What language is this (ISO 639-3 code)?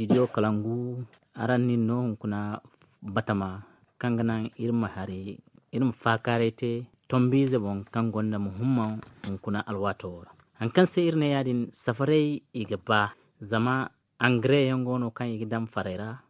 dje